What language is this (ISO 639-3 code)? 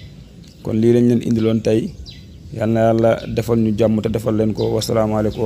wol